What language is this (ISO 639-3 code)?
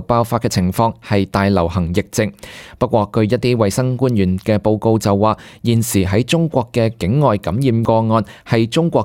yue